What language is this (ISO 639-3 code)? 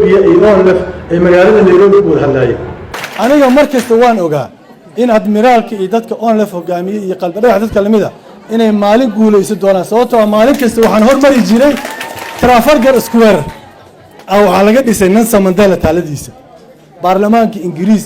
som